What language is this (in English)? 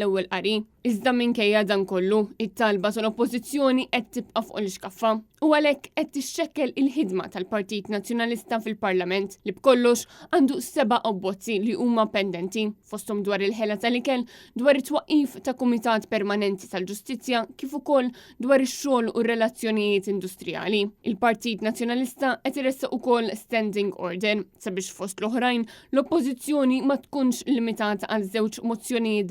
Maltese